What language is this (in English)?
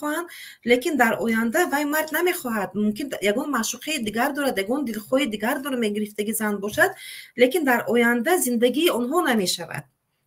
Tajik